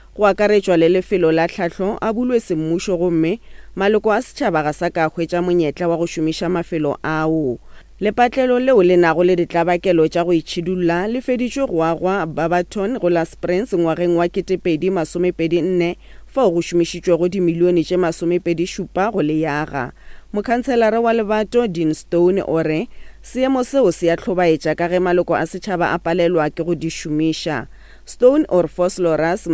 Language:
Northern Sotho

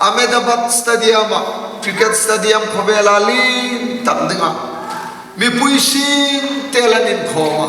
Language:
Hmar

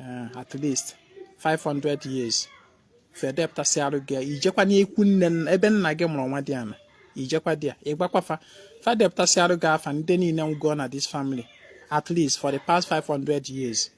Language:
Igbo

